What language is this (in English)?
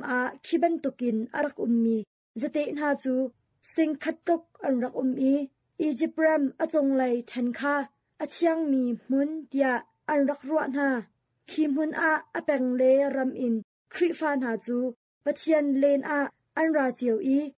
Hakha Chin